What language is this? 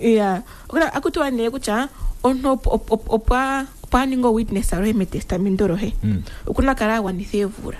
Kuanyama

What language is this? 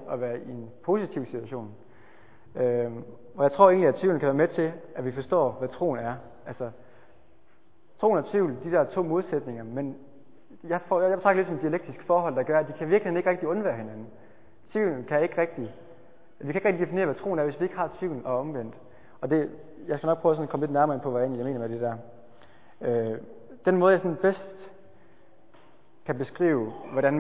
Danish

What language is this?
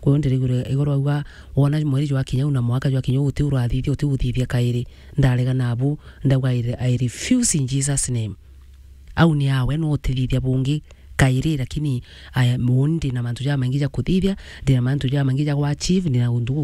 Meru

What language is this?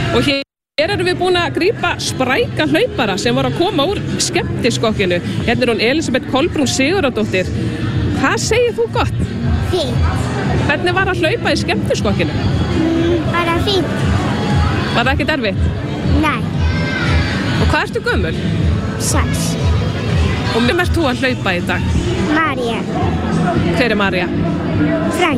Icelandic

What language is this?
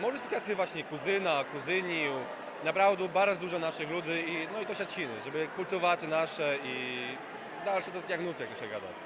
Rusyn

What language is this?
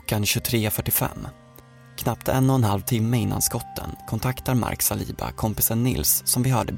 Swedish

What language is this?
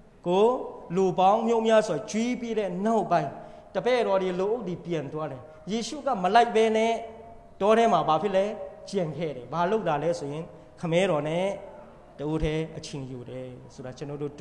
Burmese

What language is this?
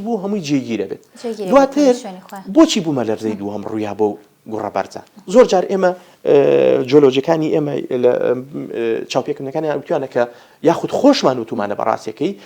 Central Kurdish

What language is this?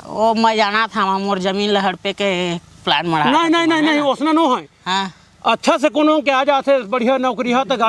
Chhattisgarhi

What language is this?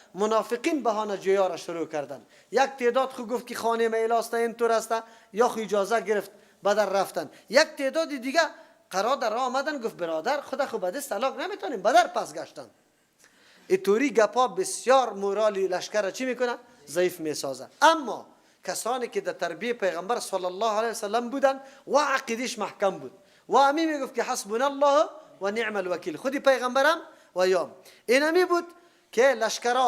Persian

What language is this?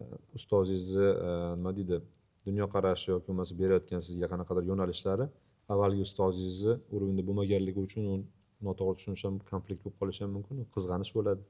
Uzbek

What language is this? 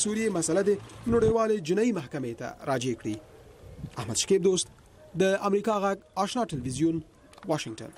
Pashto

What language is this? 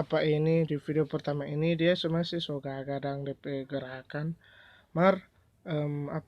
Manado Malay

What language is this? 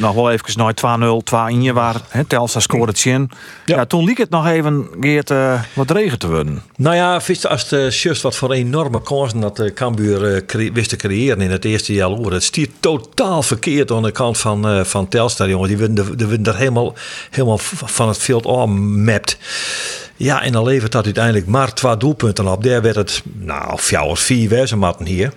Western Frisian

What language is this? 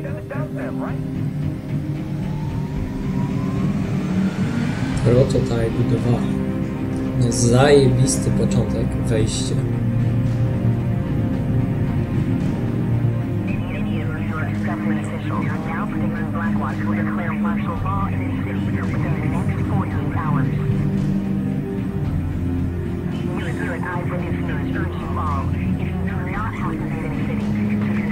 Polish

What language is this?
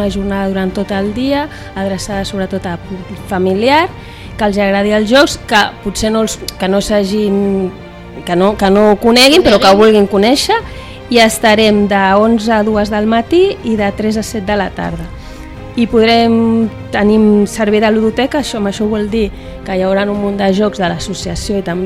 Catalan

